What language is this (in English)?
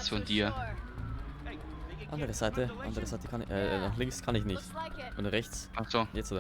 Bavarian